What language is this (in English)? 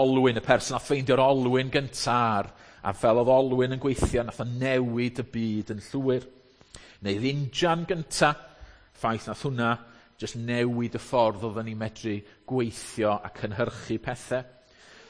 Welsh